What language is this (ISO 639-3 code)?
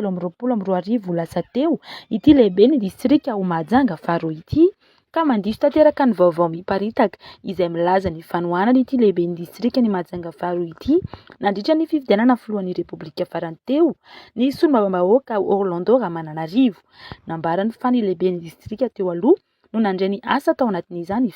mlg